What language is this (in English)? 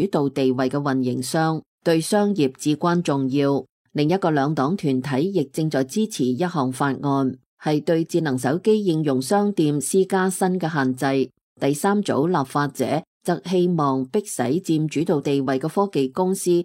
Cantonese